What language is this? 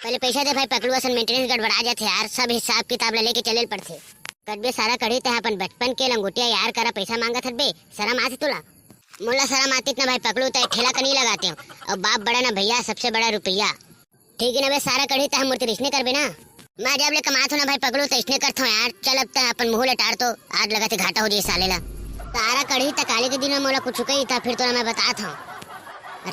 Chhattisgarhi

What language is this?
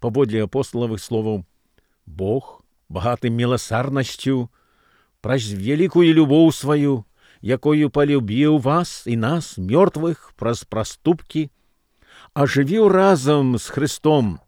Belarusian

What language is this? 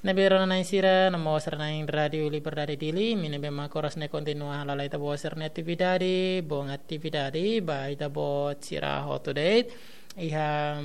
Tetum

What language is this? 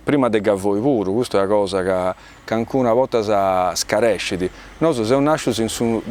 Sardinian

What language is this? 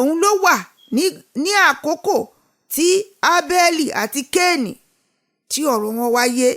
Yoruba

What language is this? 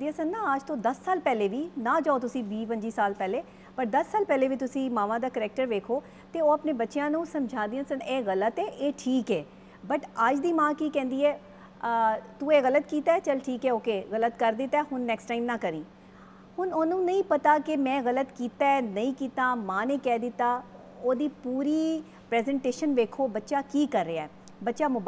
Punjabi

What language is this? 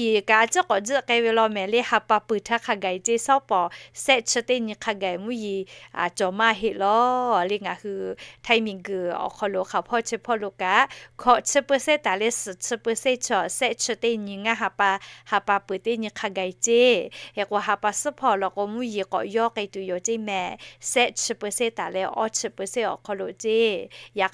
Lahu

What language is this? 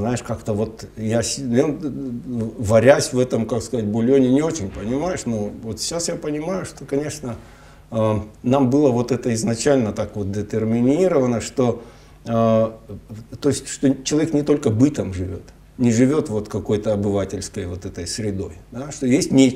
Russian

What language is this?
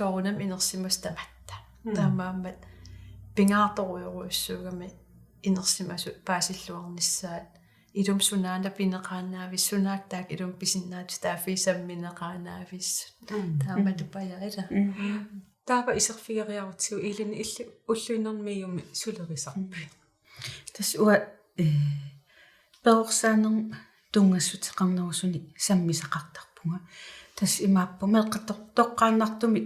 Kalaallisut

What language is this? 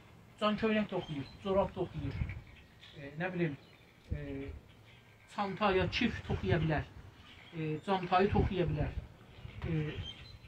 South Azerbaijani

